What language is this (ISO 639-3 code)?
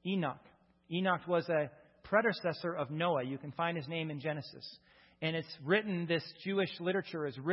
eng